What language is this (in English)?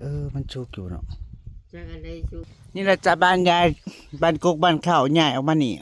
Northeastern Thai